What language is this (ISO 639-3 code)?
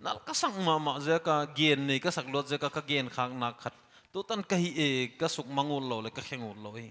pck